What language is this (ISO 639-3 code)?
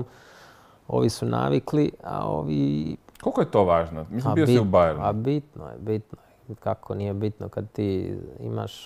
hrv